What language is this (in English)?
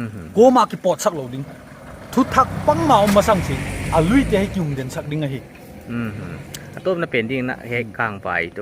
Paite Chin